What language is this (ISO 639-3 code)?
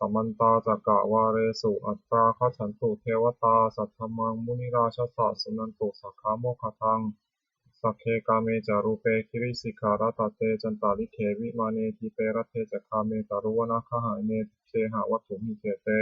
pli